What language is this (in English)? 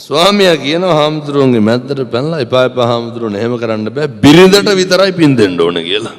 Sinhala